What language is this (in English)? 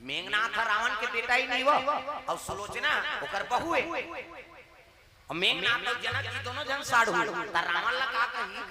Chhattisgarhi